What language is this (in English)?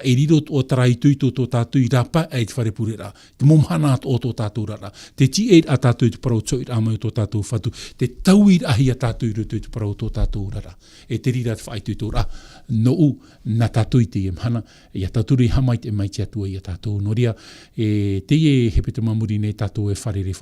Tahitian